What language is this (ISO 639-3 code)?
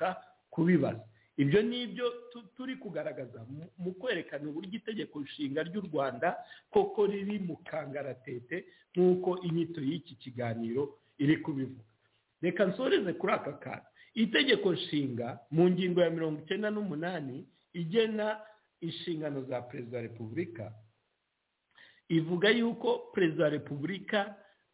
kin